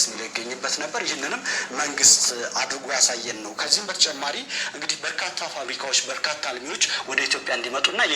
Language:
Amharic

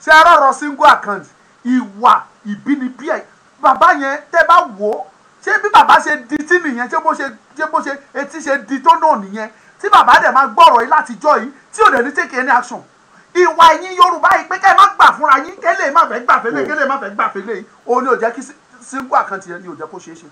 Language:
Yoruba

